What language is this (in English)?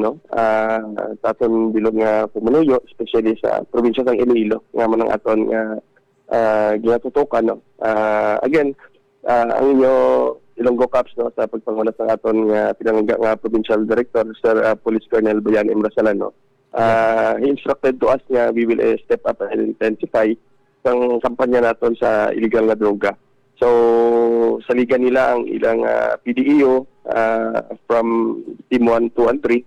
Hiligaynon